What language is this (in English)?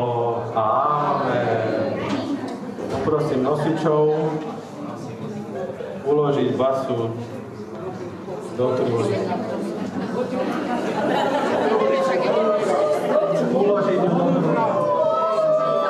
Slovak